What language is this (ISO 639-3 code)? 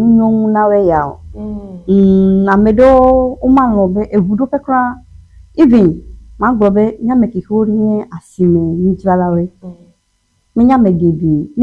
ewe